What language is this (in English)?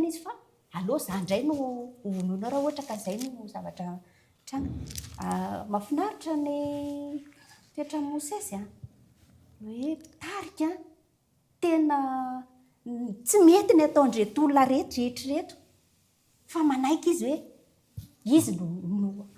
Malagasy